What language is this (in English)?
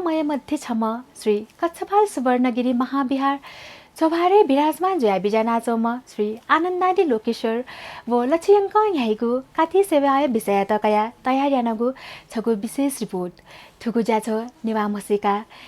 Newari